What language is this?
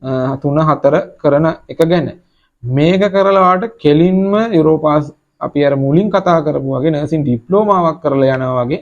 Sinhala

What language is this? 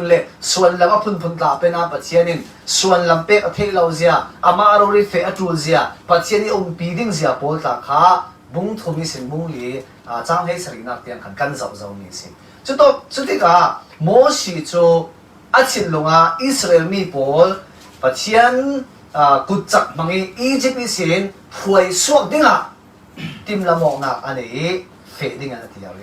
Falam Chin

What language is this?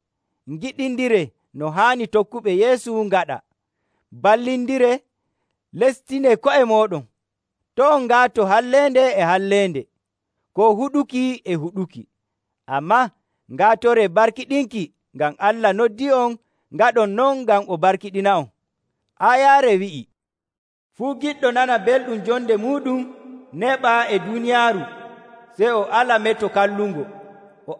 Nigerian Fulfulde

